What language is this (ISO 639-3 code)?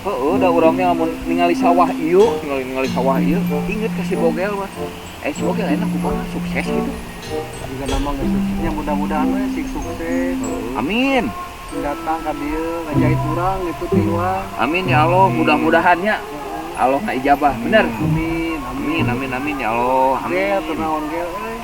sun